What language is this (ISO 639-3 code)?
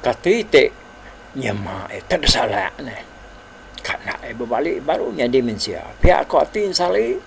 iba